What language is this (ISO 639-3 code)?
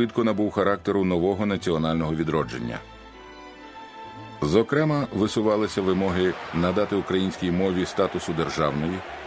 ukr